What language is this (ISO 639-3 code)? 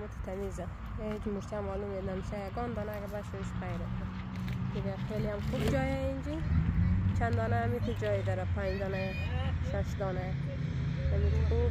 fas